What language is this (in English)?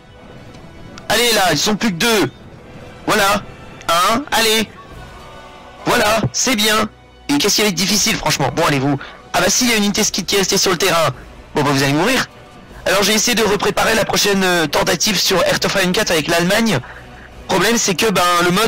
French